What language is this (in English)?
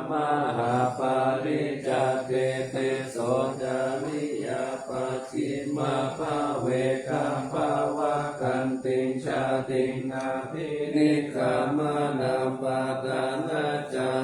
Pali